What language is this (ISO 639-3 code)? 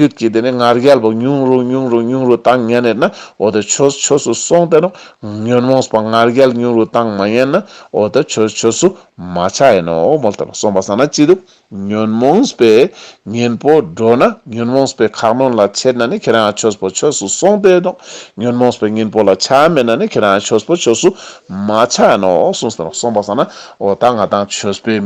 lbj